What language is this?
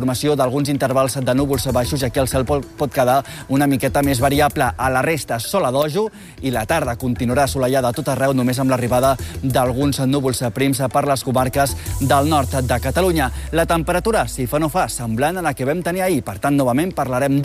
Catalan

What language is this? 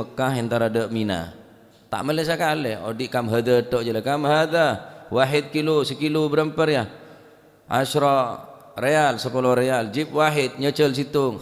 Madurese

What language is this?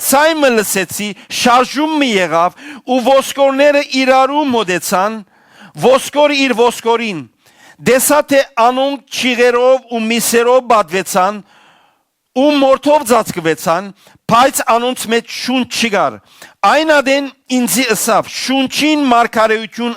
Western Armenian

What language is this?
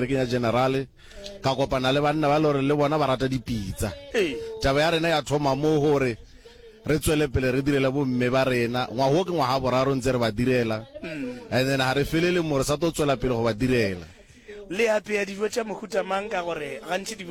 Northern Sotho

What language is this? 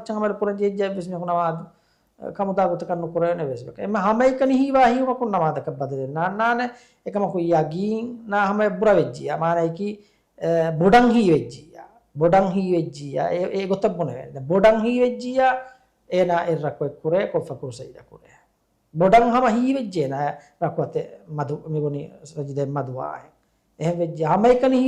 Divehi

